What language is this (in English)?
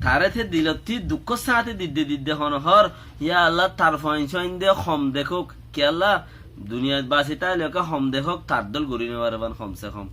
Rohingya